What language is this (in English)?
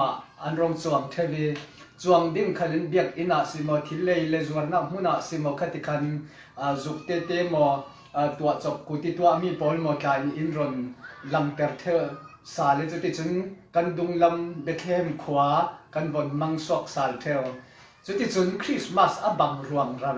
Falam Chin